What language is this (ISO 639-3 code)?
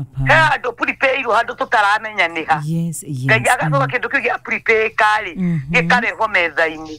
kik